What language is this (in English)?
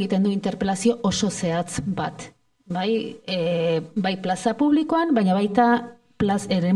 Basque